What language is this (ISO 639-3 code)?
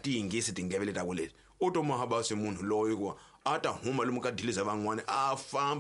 tso